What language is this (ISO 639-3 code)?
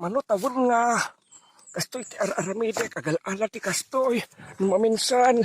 ilo